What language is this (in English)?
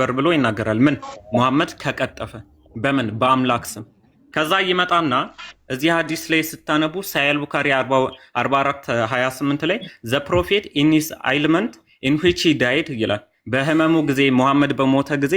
Amharic